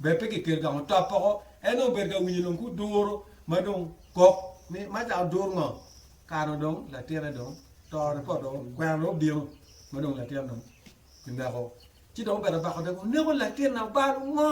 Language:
Acoli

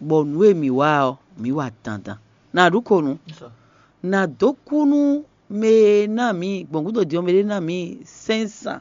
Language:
Fon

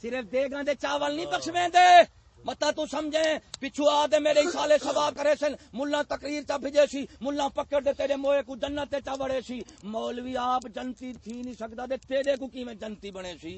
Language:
Saraiki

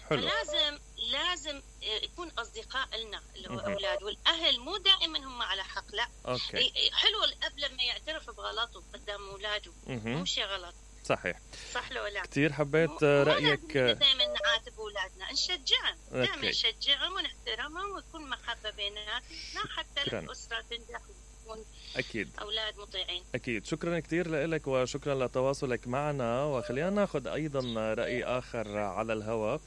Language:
Mesopotamian Arabic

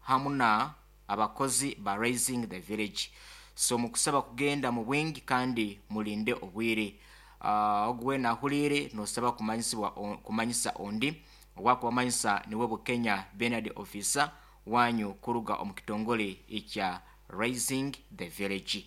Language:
Nyoro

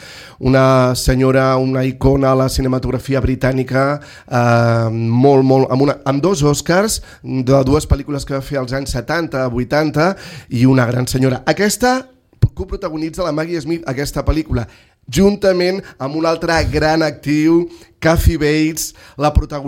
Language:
Catalan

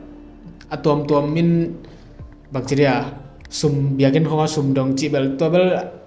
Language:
Tedim Chin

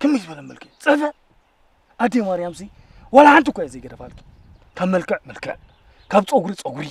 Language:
Tigrinya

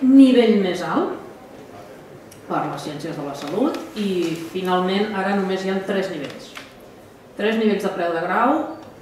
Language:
Catalan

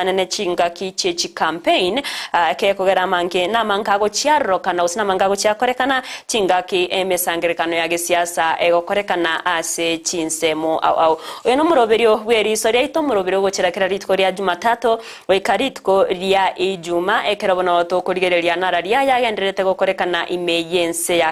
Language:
Gusii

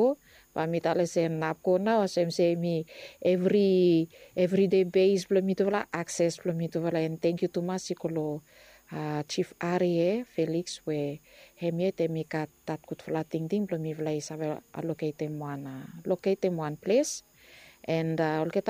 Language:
Bislama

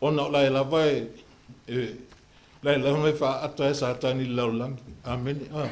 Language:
Samoan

